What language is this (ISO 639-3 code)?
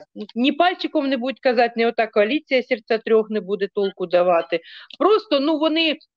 ukr